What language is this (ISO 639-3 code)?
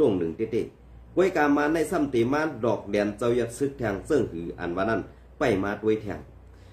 shn